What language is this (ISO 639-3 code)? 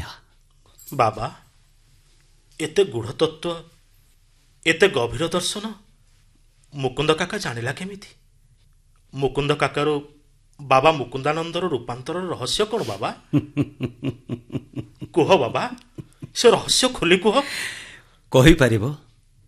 ori